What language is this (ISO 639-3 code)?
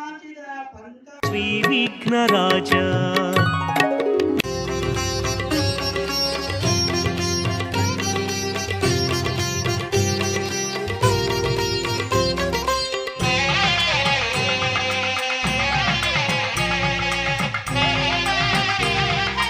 kan